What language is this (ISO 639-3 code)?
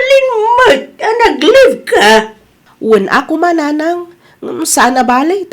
ilo